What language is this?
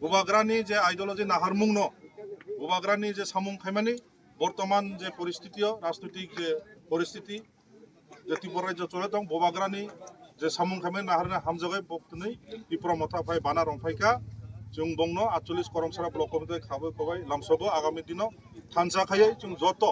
Kok Borok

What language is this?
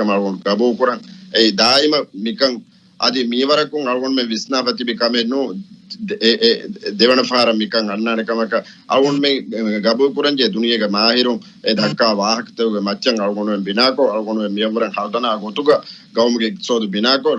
Divehi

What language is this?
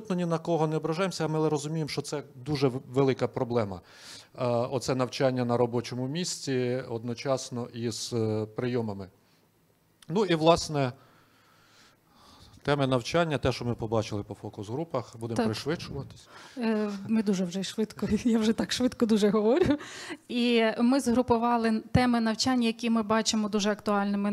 Ukrainian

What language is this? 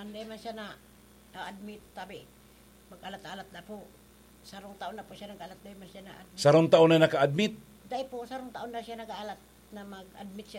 Bikol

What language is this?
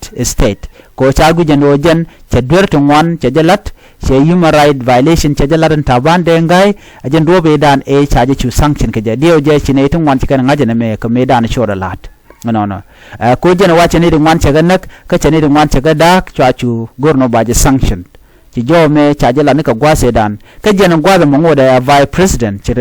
Nuer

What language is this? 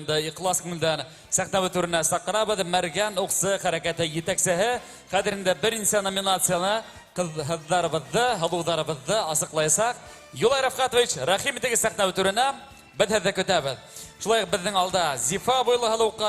Bashkir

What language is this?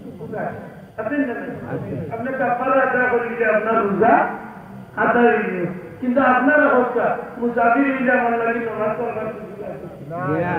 Sylheti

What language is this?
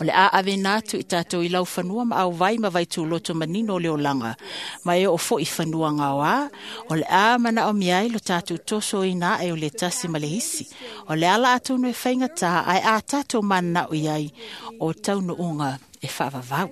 Samoan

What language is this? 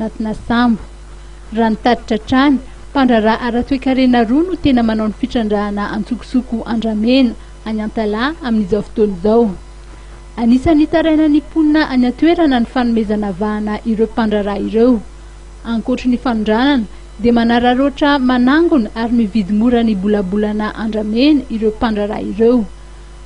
Malagasy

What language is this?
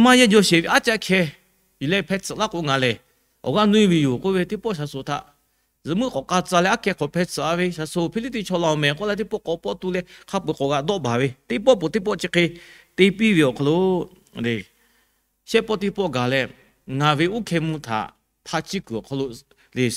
Lahu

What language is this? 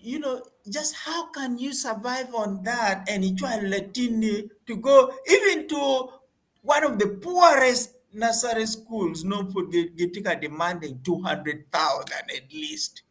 Acoli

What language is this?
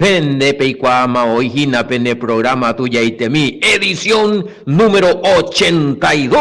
Guarani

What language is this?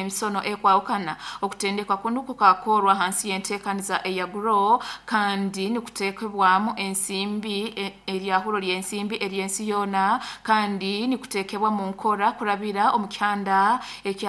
Nyoro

